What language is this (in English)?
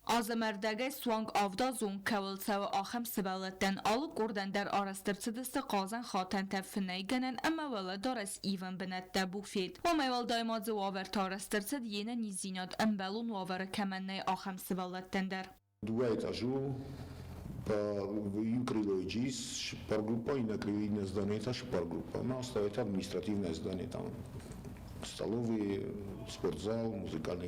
Ossetic